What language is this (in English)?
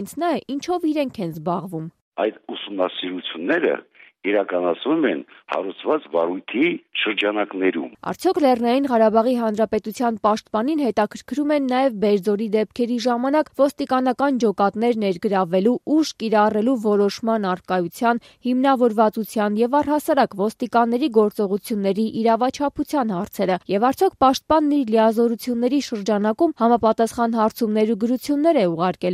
Armenian